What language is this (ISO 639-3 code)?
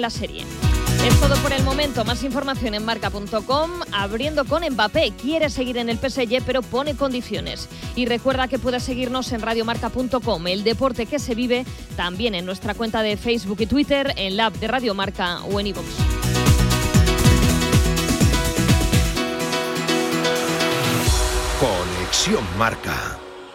spa